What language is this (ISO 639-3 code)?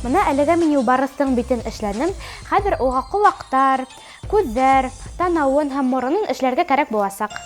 bak